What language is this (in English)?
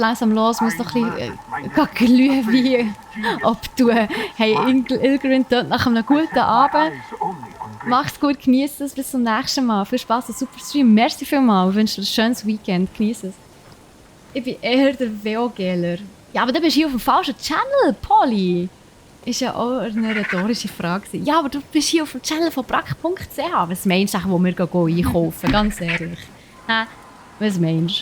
Swiss German